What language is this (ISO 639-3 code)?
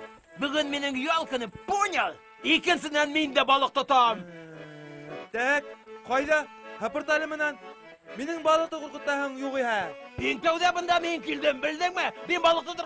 bak